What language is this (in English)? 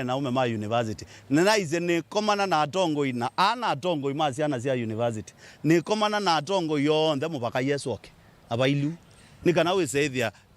Kamba